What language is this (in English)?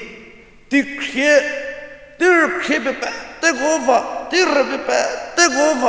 Angami Naga